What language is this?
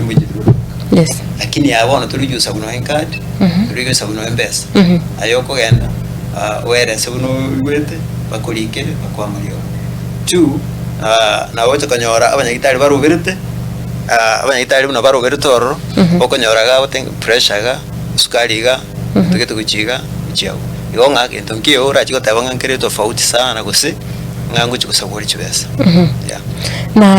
Gusii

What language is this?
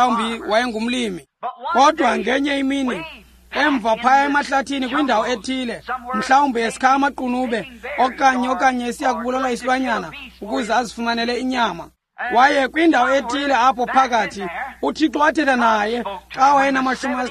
Xhosa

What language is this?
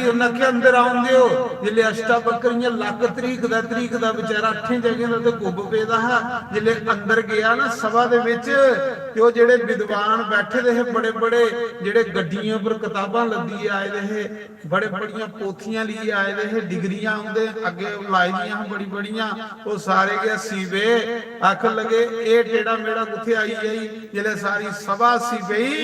Dogri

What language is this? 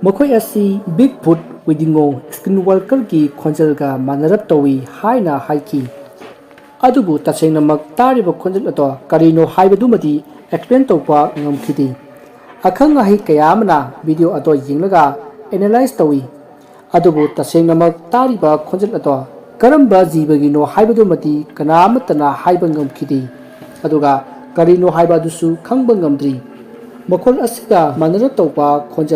Manipuri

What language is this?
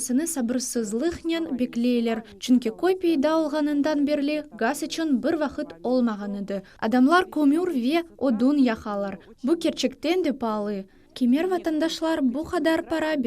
Crimean Tatar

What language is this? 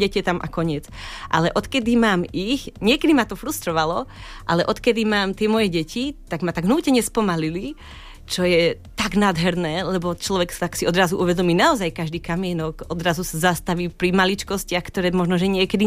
Slovak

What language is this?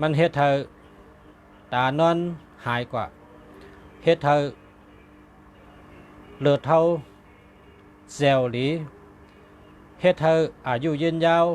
Shan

